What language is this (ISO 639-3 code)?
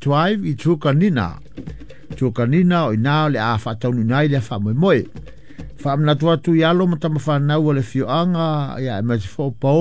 smo